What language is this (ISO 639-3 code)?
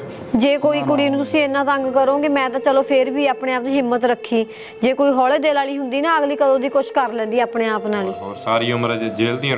pan